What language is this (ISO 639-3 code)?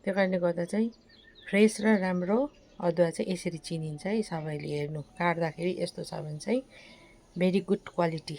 nep